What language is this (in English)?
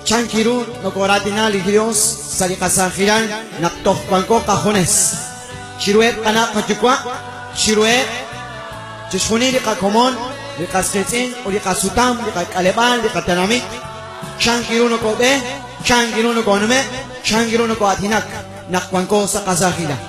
Kekchí